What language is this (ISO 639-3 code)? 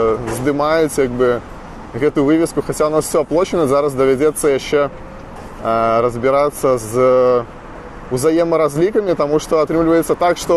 bel